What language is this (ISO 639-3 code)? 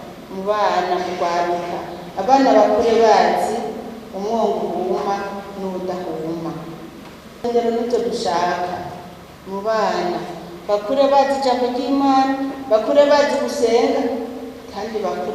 run